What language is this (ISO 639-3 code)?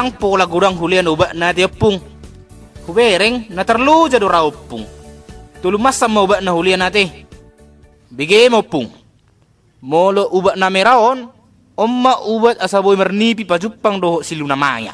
bbc